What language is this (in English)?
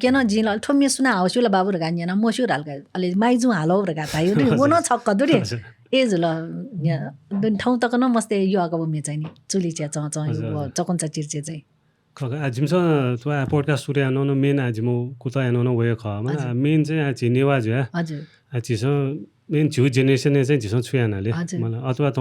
Newari